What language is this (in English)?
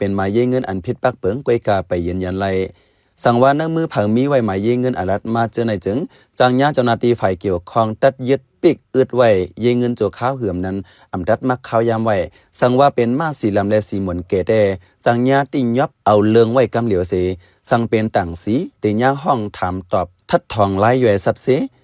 Shan